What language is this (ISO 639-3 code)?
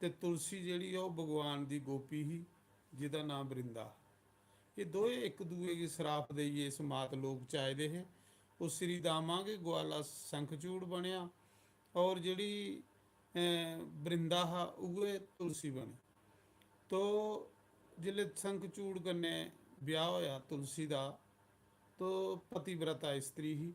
doi